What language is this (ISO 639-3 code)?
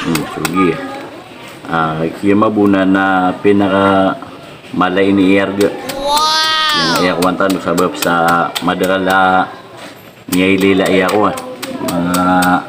mrw